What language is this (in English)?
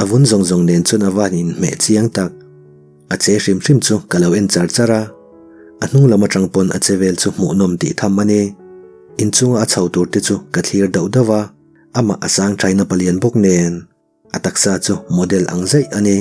Mizo